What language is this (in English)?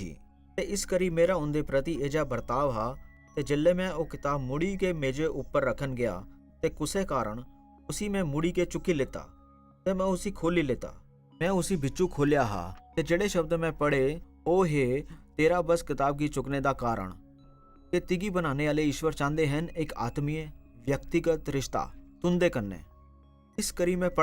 Dogri